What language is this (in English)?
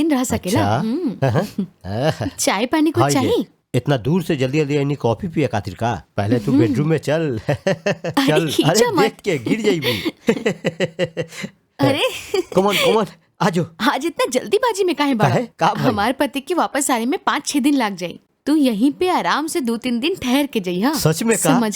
Bhojpuri